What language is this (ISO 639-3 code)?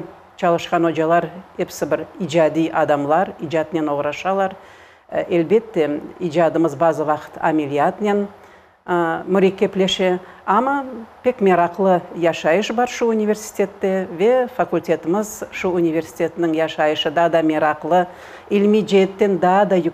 crh